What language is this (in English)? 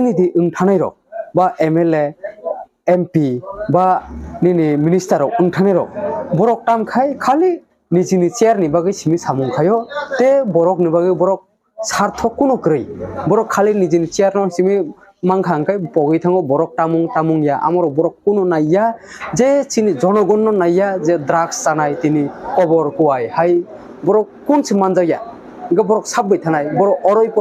Kok Borok